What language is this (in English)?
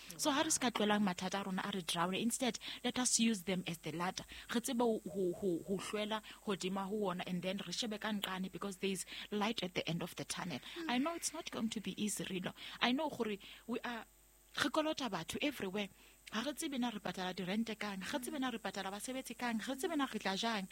Southern Sotho